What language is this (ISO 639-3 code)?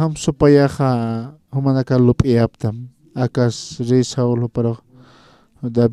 aym